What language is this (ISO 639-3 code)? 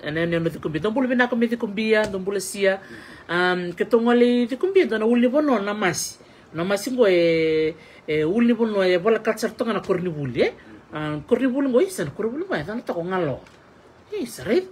fij